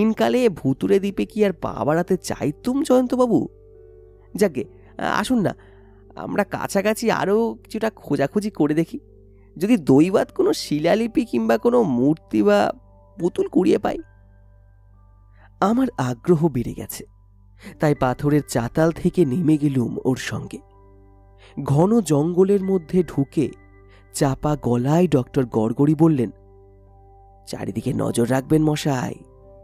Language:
Bangla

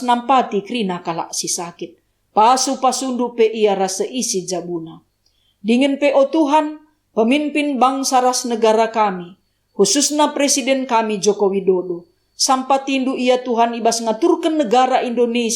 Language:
Batak Karo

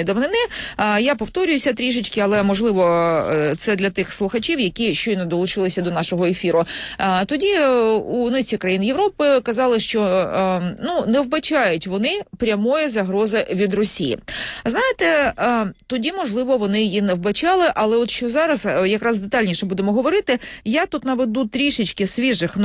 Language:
Ukrainian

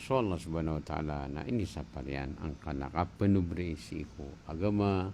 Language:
Maranao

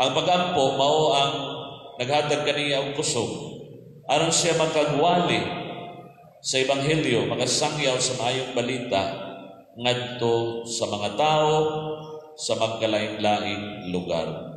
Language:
Cebuano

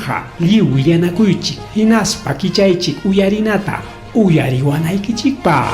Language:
Ayacucho Quechua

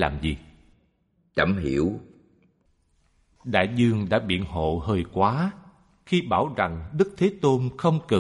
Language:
Vietnamese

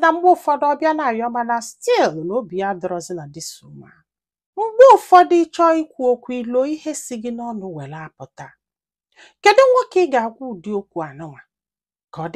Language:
Igbo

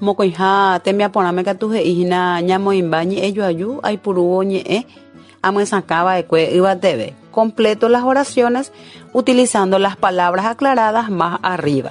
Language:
Guarani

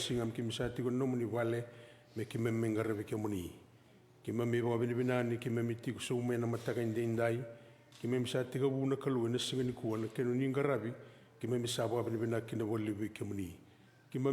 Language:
Fijian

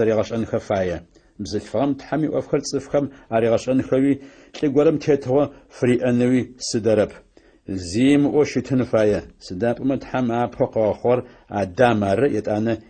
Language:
Adyghe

